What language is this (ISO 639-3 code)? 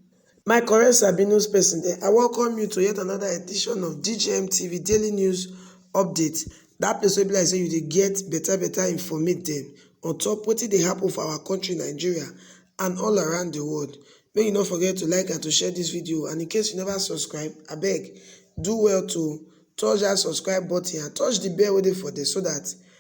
pcm